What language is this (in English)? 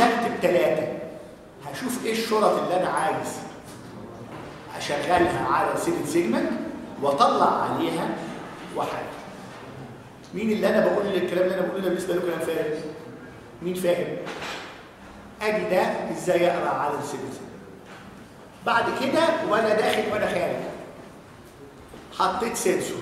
Egyptian Arabic